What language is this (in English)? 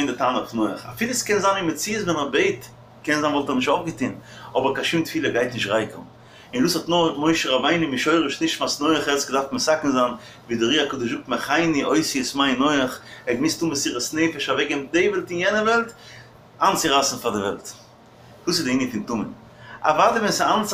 Yiddish